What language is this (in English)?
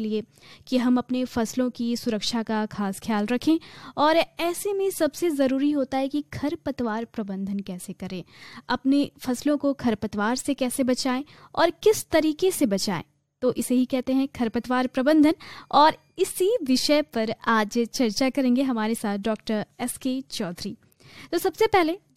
Hindi